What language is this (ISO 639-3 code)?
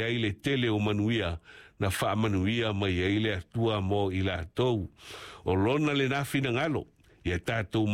smo